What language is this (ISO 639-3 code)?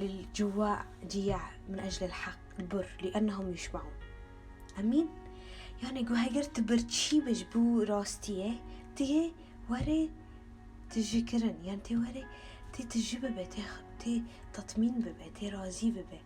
kur